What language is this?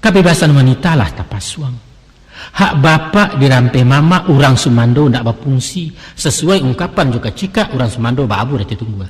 Minangkabau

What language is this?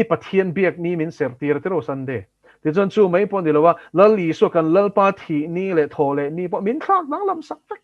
Mizo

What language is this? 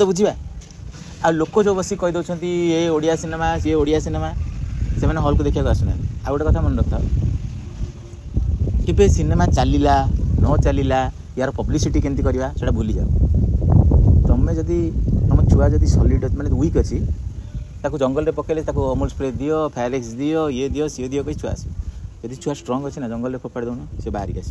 Odia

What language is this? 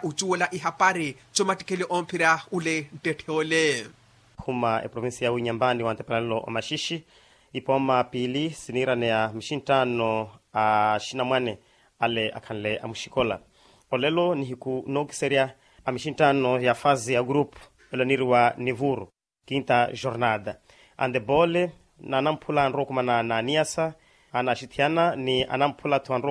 Makhuwa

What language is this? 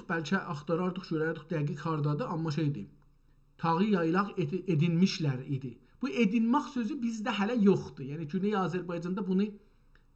South Azerbaijani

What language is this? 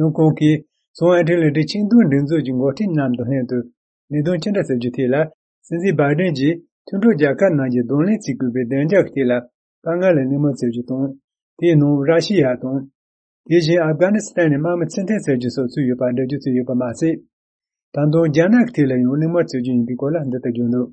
Tibetan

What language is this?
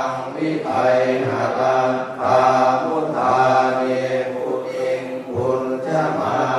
Pali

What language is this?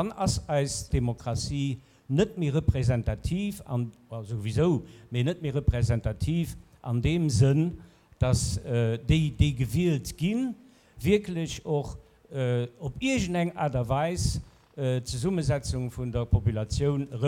Luxembourgish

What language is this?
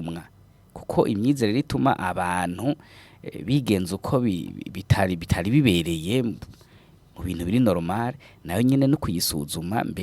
Rundi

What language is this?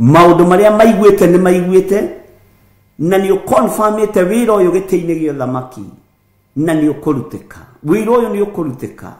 Kikuyu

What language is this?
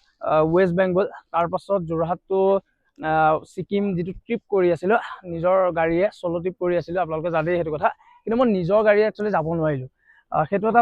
Assamese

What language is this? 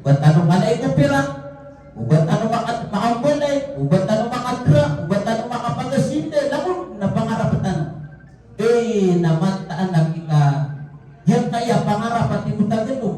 Maranao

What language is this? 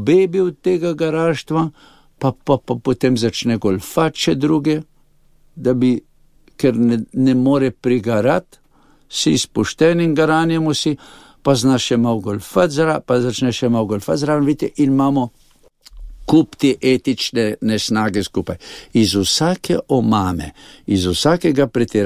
Slovenian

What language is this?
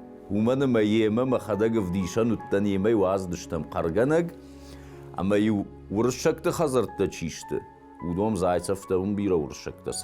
Ossetic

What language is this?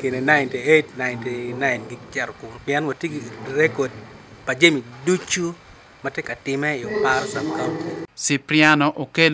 Acoli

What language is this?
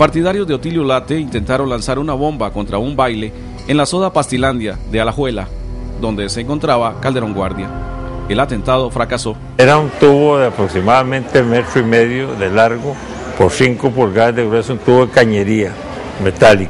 Spanish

